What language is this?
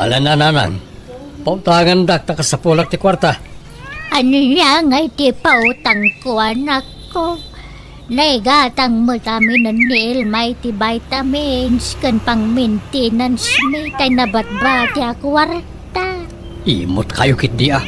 Iloko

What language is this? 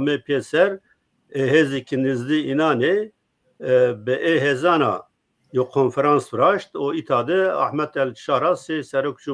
Zaza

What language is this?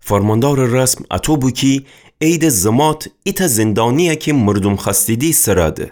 Gilaki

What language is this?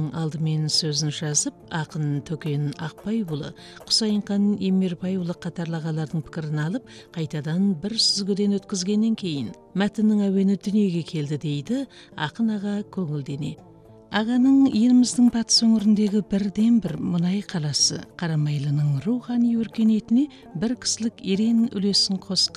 Kazakh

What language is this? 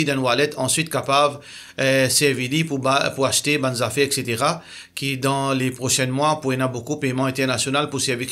Morisyen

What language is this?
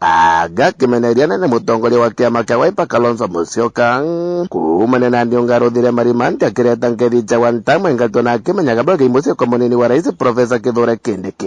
Meru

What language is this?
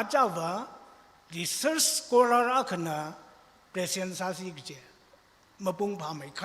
Tangkhul Naga (India)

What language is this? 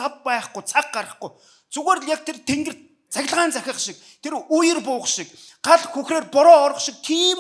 Mongolian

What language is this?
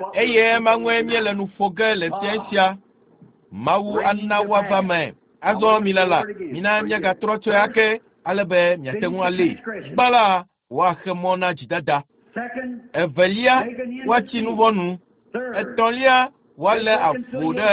Ewe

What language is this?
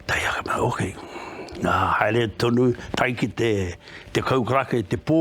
Māori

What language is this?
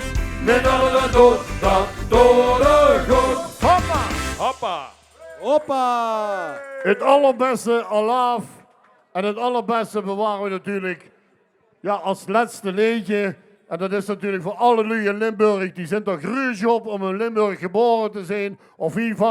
Limburgish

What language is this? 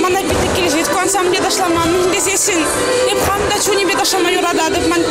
Chuvash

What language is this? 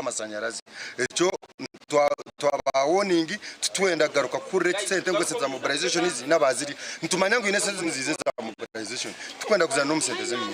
Nyankole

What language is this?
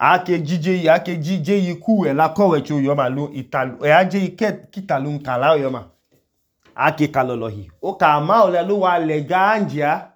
Idoma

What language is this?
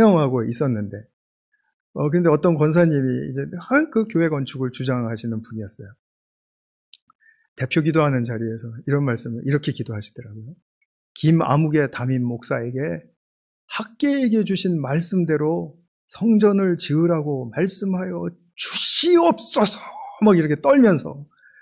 Korean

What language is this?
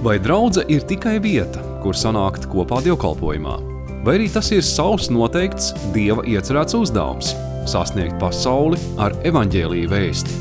Latvian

